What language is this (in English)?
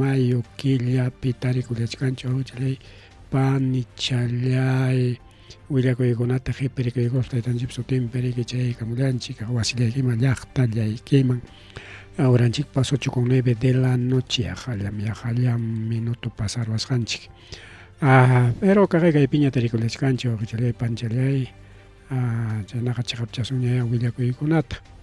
Ayacucho Quechua